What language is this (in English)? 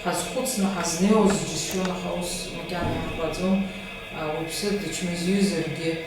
Abkhazian